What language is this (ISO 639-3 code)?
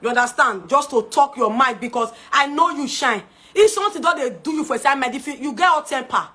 pcm